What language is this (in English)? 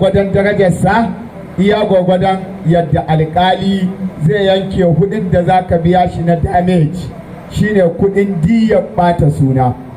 Hausa